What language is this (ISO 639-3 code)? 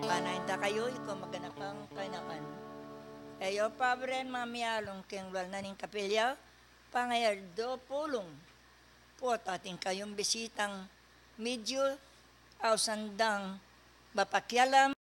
pam